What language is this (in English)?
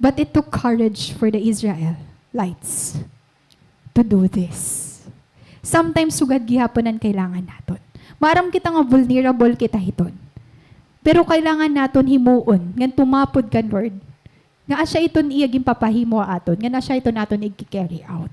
Waray